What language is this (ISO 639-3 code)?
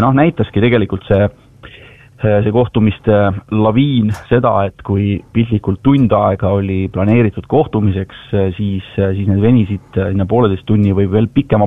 est